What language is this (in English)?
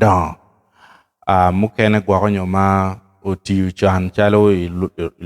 Acoli